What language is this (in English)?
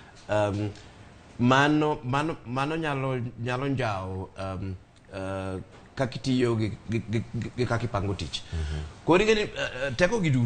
Luo (Kenya and Tanzania)